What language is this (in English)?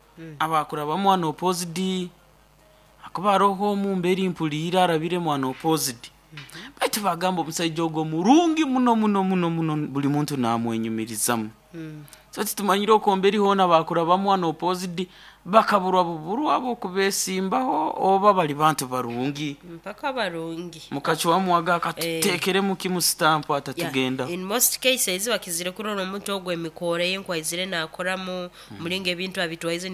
Nyoro